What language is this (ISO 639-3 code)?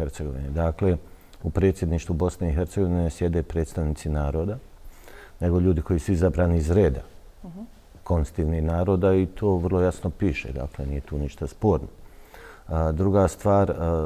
bos